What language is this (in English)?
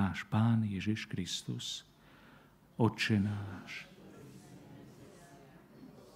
Slovak